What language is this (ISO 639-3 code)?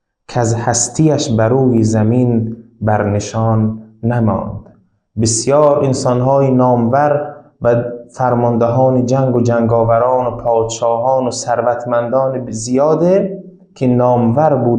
tgk